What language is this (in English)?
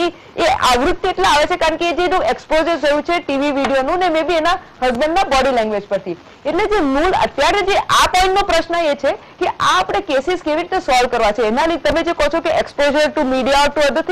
Gujarati